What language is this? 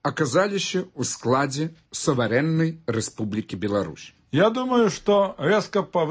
Belarusian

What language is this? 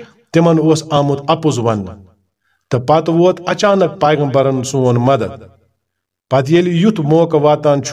Kashmiri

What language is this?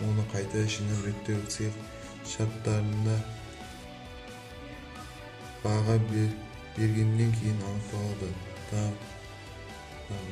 Kazakh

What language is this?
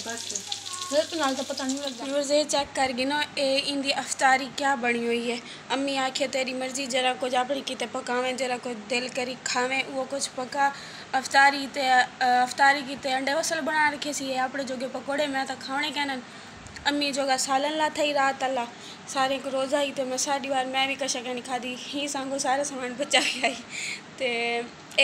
Saraiki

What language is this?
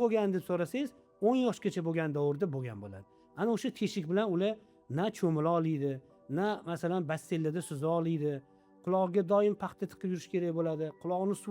Uzbek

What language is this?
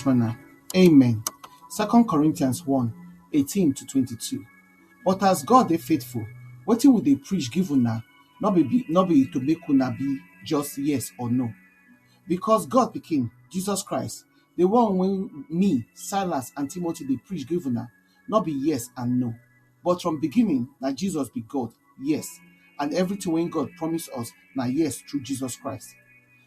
Nigerian Pidgin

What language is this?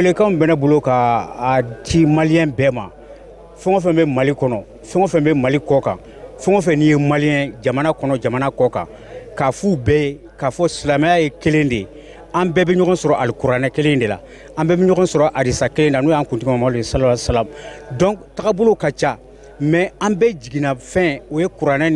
Bambara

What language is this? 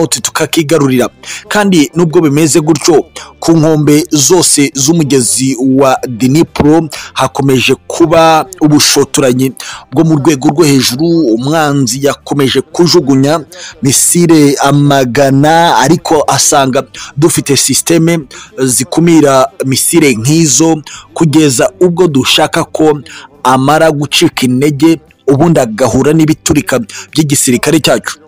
Kinyarwanda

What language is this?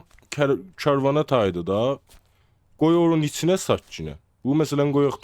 South Azerbaijani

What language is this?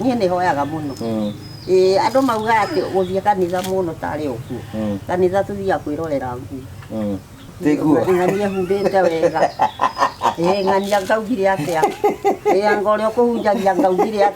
Kikuyu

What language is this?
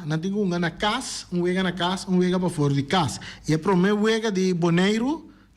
Papiamento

